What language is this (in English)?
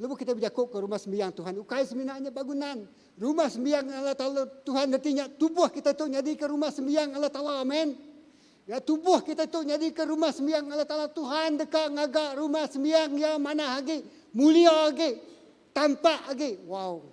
Iban